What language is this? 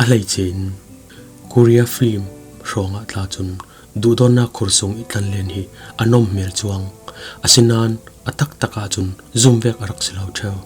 Falam Chin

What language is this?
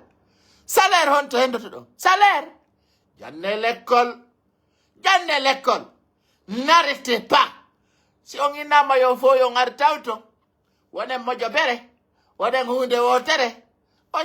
Pular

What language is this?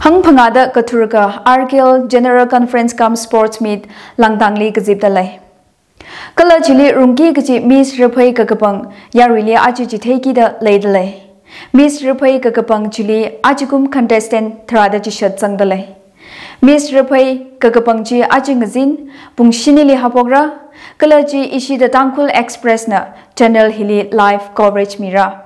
Tangkhul Naga (India)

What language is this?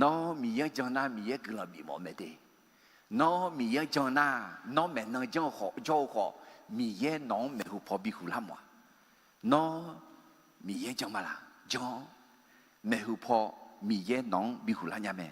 Akha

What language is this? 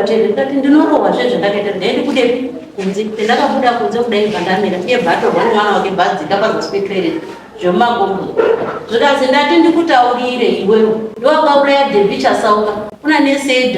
Shona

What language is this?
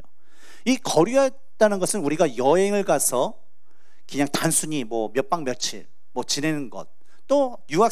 Korean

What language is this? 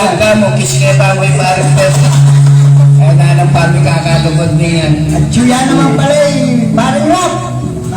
Pampanga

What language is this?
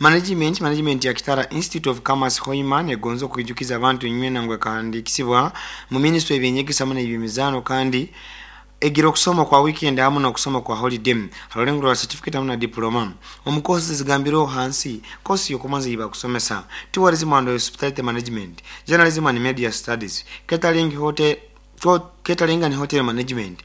Nyoro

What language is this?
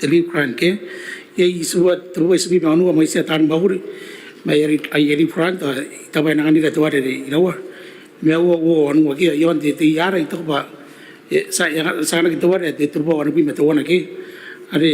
Gilbertese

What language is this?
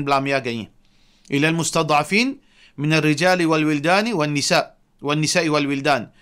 Morisyen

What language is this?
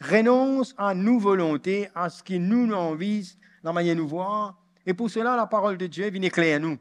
Morisyen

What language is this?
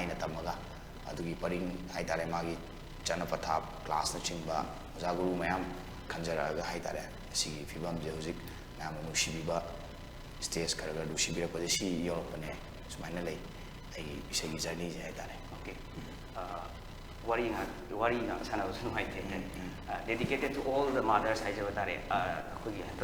Manipuri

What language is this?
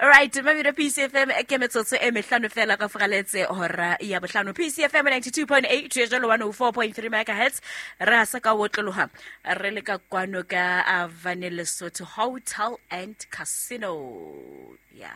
Southern Sotho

